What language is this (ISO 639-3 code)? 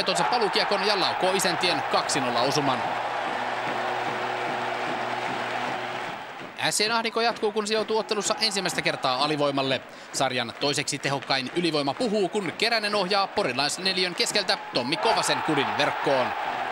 fin